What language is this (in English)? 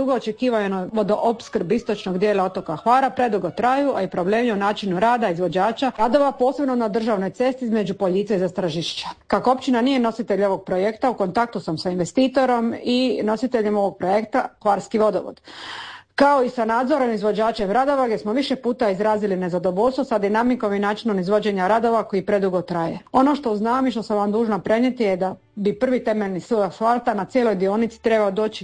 Croatian